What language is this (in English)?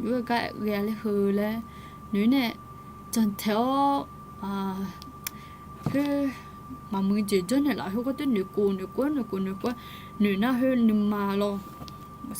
Akha